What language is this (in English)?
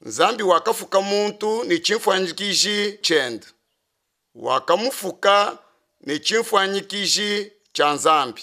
Luba-Lulua